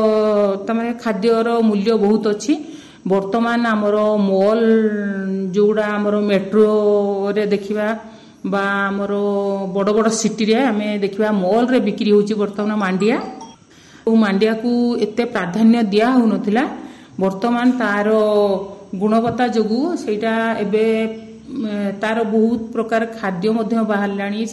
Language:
Odia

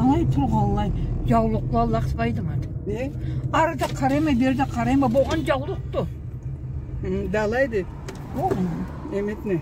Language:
Karachay-Balkar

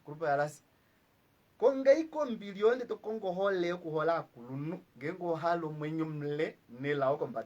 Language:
Kuanyama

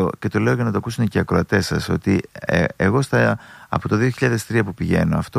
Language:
Greek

